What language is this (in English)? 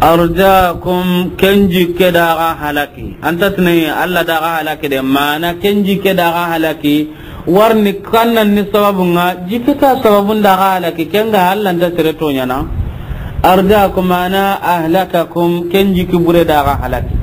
Soninke